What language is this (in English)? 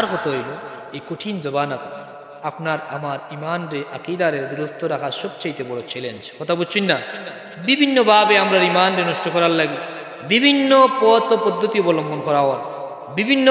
Sylheti